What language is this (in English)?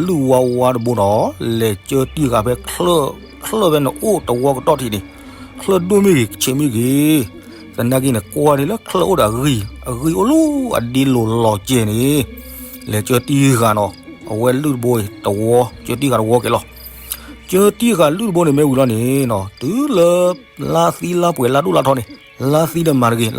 S'gaw Karen